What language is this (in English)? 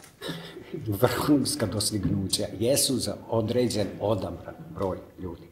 Serbian